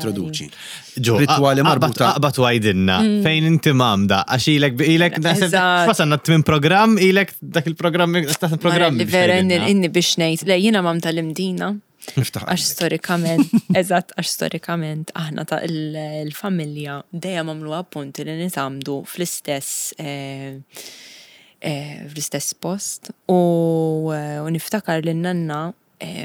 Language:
Maltese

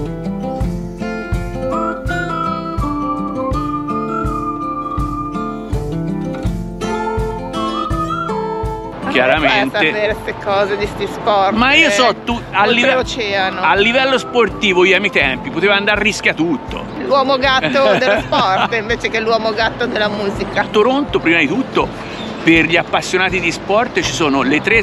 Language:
Italian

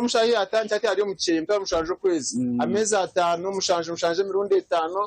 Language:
Nyankole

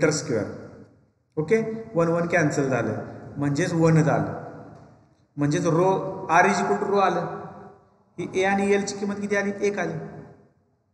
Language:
Marathi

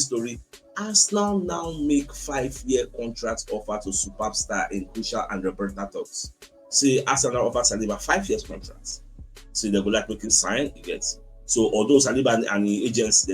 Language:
Nigerian Pidgin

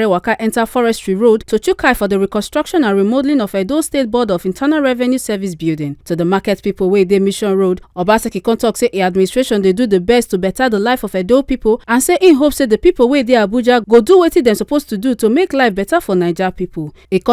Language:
Nigerian Pidgin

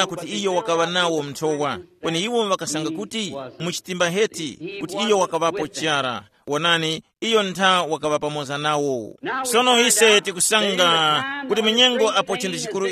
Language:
Tumbuka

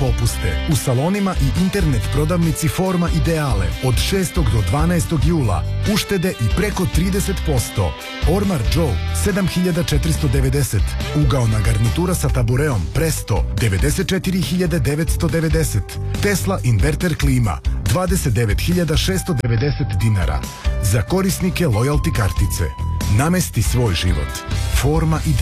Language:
Serbian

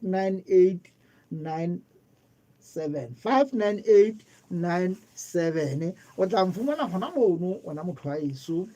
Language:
Southern Sotho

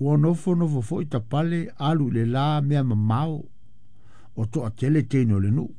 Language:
Samoan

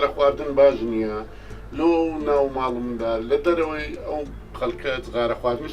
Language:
Central Kurdish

